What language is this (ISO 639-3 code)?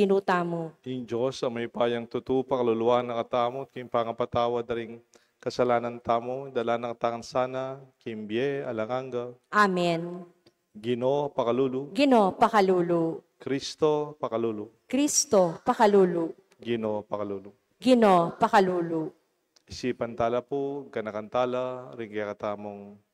pam